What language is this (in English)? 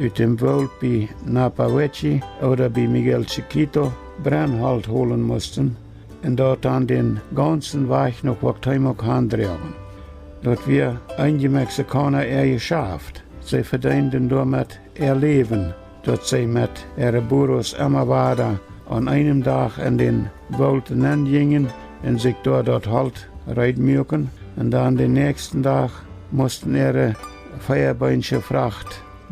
Plautdietsch